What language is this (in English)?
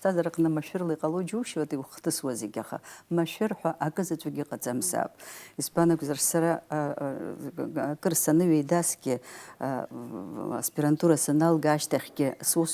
Abkhazian